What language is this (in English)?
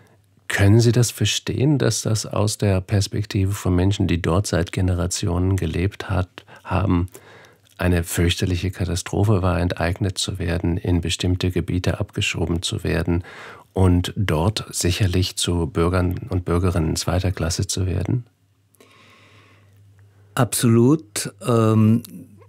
German